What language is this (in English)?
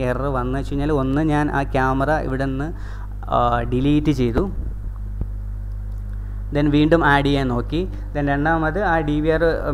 Malayalam